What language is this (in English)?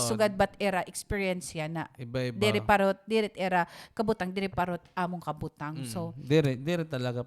Waray